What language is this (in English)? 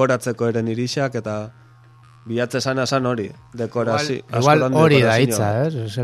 Basque